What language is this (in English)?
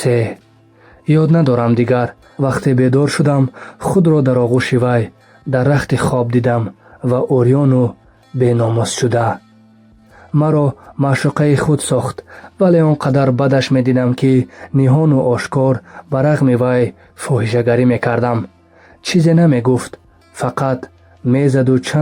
Tajik